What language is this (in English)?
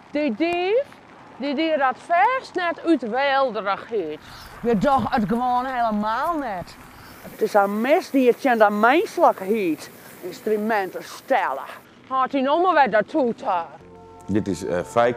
Western Frisian